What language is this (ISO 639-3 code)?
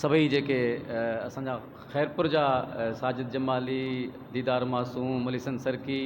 snd